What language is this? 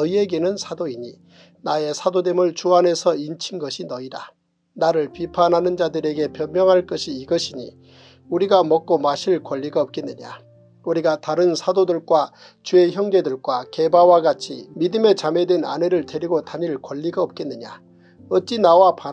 Korean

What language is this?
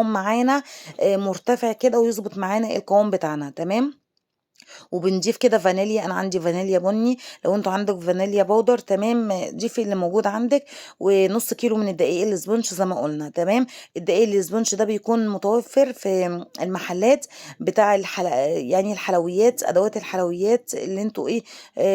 Egyptian Arabic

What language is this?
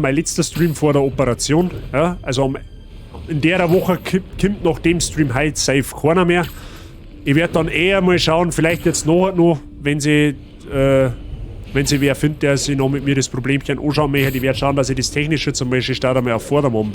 Bavarian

